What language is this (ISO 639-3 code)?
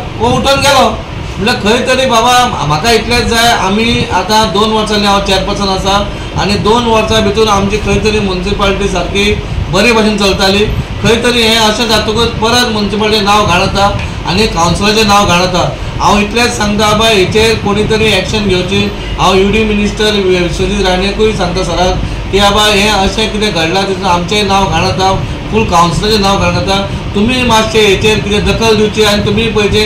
kok